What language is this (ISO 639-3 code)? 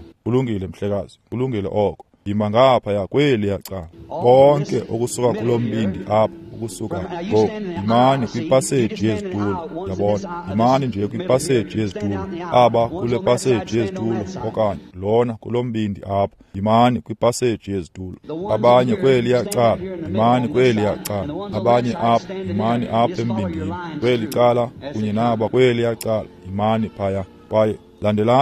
xho